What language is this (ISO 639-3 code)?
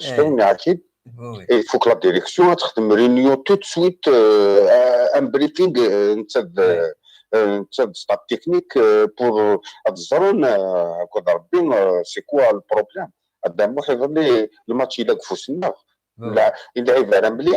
kab